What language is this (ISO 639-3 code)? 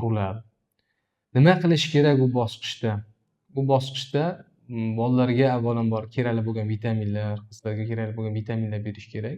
uzb